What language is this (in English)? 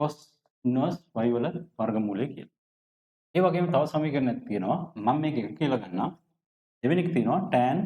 Sinhala